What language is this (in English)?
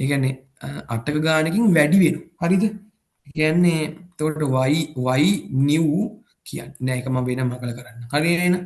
Sinhala